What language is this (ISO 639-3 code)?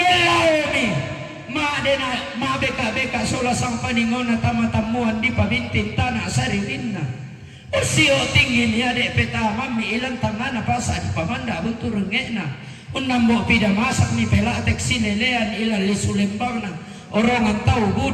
sda